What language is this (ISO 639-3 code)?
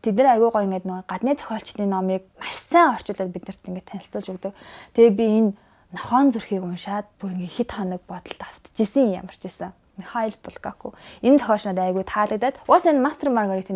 mon